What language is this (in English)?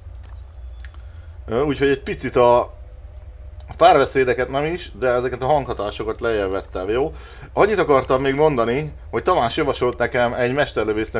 Hungarian